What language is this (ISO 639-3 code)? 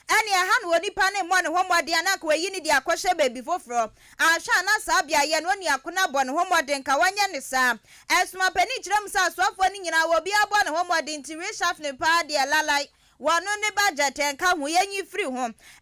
aka